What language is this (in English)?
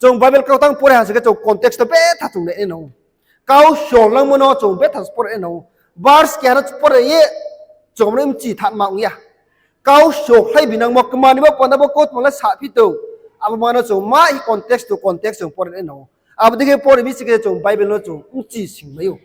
Riang (India)